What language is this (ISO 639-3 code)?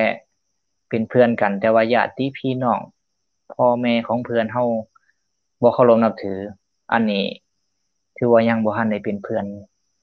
lao